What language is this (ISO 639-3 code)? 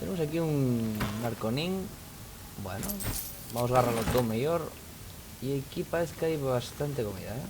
ast